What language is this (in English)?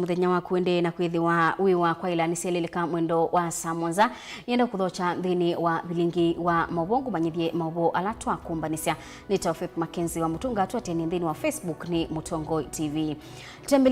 Kamba